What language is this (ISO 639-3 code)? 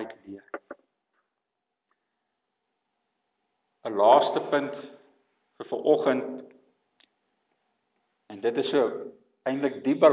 afr